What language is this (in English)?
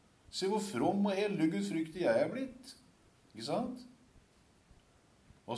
Norwegian